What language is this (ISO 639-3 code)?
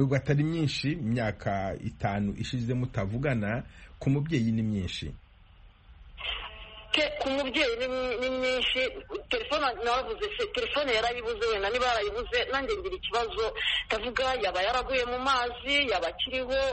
kin